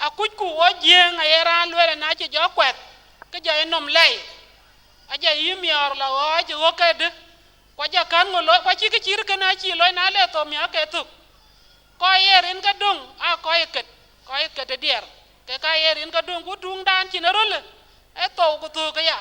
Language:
Dinka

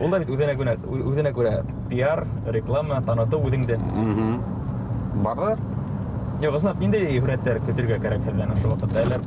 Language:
Bashkir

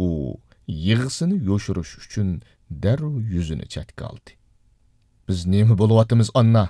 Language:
Uyghur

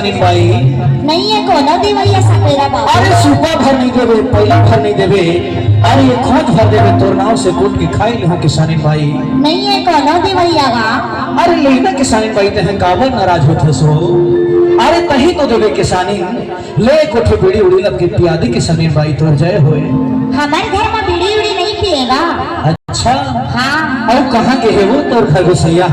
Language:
Chhattisgarhi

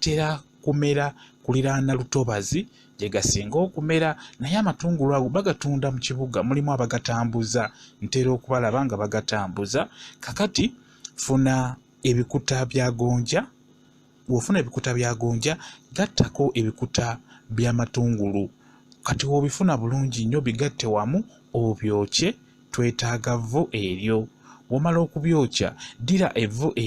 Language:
Ganda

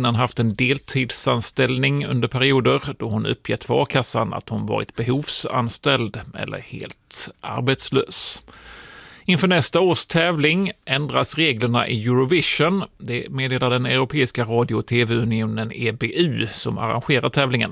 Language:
Swedish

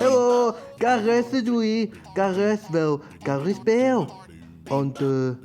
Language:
Welsh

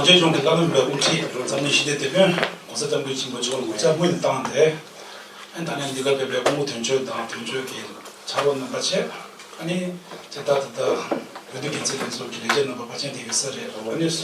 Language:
Tibetan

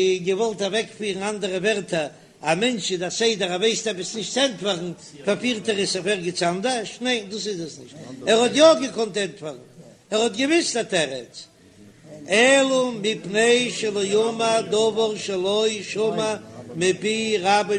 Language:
Yiddish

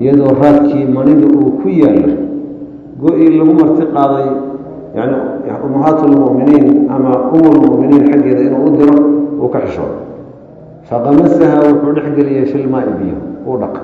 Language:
Somali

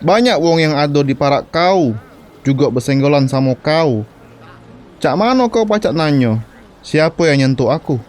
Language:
Musi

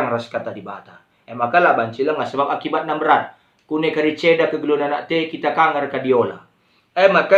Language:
Batak Karo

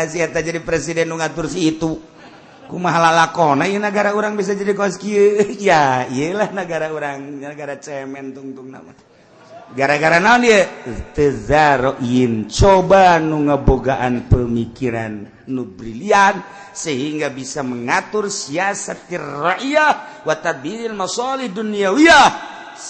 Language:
Sundanese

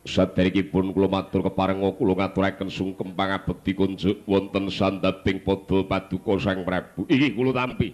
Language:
Javanese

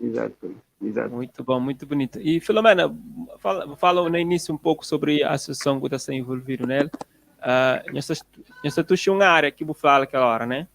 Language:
Kabuverdianu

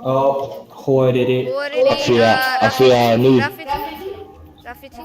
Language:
Māori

